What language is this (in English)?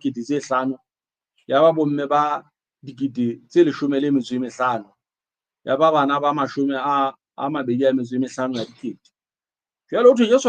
Southern Sotho